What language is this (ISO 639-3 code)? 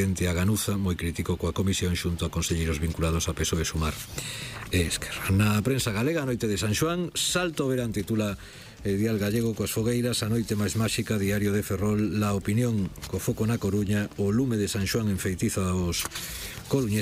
glg